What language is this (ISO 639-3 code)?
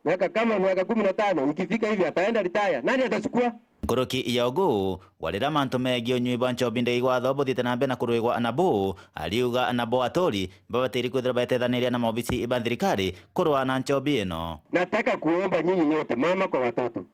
mer